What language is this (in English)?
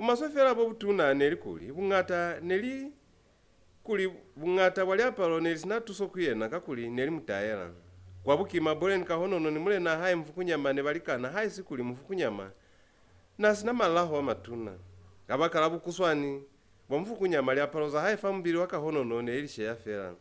Lozi